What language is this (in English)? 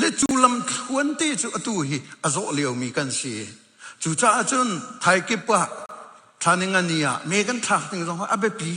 Hakha Chin